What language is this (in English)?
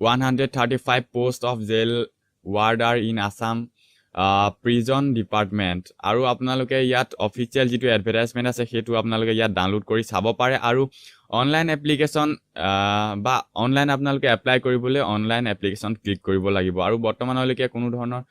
Assamese